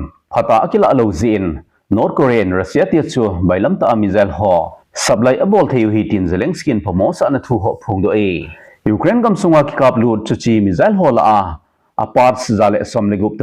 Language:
Thado Chin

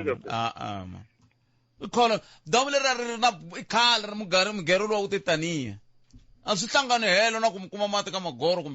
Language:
Tsonga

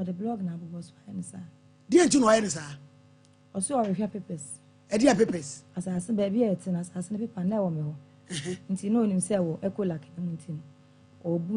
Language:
Akan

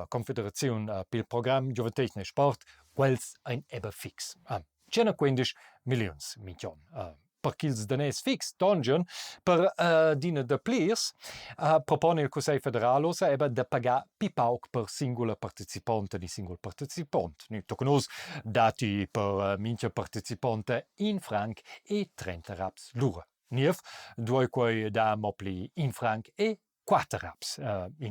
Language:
Romansh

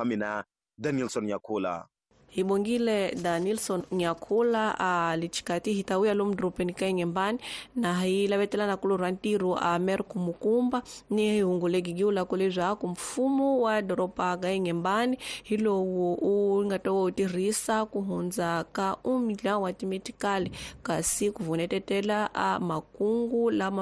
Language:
Tsonga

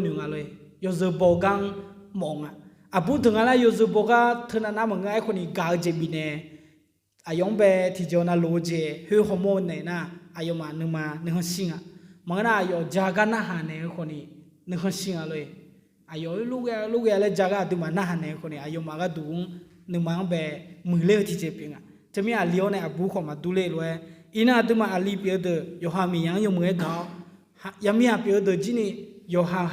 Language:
Akha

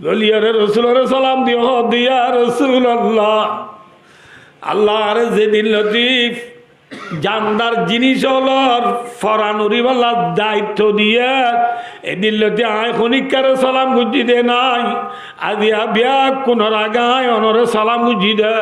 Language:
Rohingya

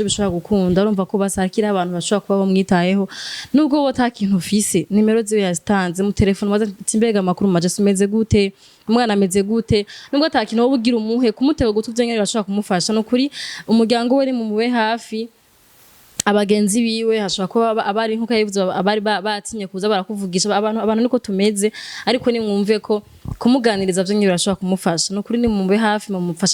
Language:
Rundi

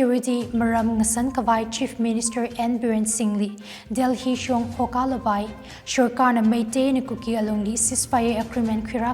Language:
Tangkhul Naga (India)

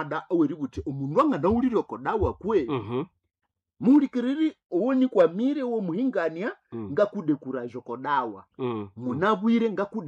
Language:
Nande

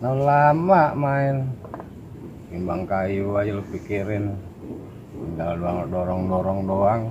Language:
Betawi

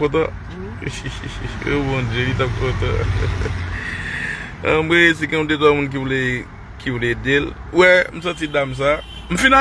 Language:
Haitian Creole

